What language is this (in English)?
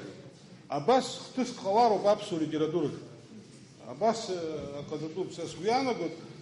Abkhazian